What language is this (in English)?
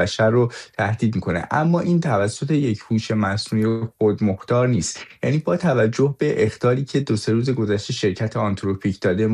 Persian